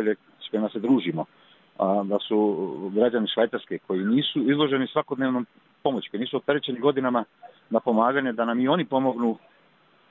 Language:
Serbian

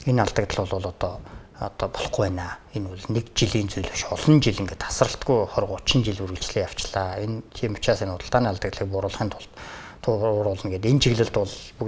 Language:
Mongolian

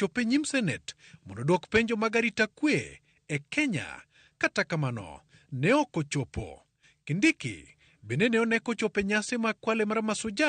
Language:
Luo (Kenya and Tanzania)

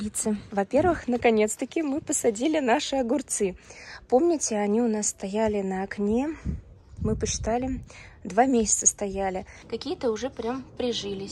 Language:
Russian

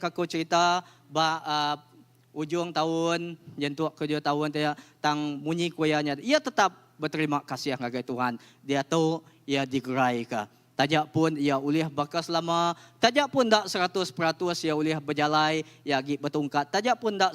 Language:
Iban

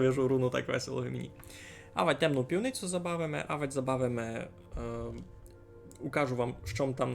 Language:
Rusyn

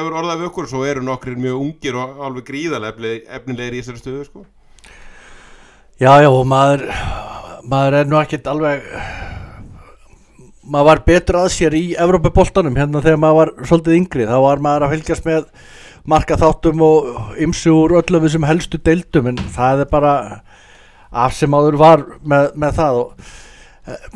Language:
Icelandic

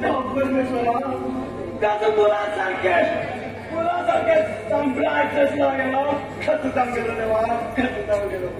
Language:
Konkani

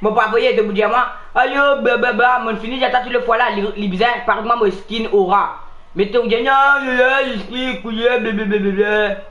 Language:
Morisyen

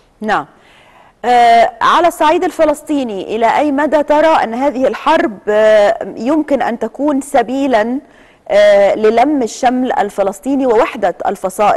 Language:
Arabic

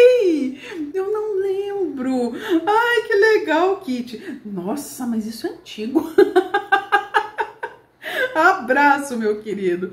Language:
Portuguese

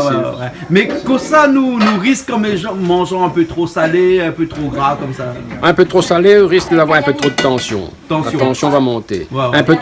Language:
Réunion Creole French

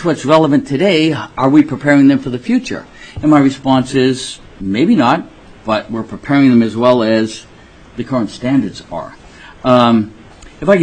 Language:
English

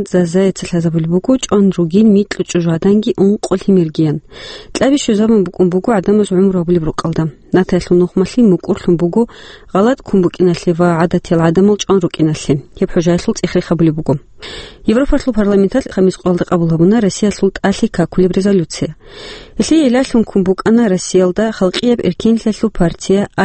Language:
Avaric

